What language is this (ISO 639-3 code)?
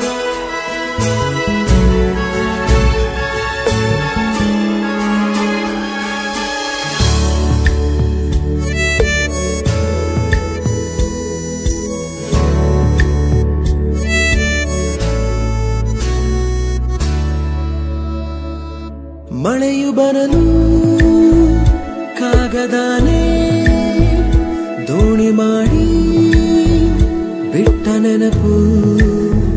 kan